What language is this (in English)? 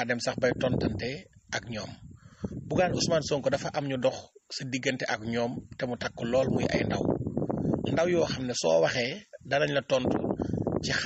Wolof